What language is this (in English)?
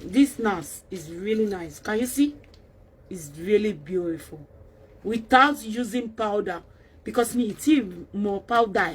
Yoruba